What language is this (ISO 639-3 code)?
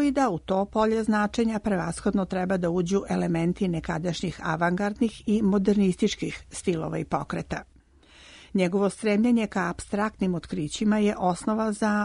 srp